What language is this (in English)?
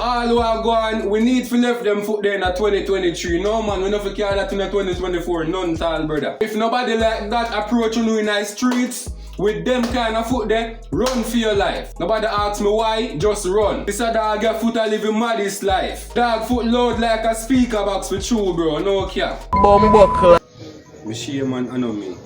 Jamaican Creole English